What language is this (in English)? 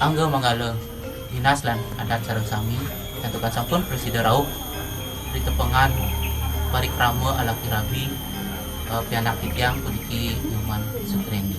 Balinese